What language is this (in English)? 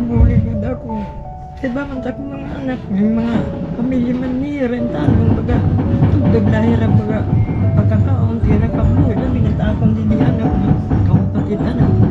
Waray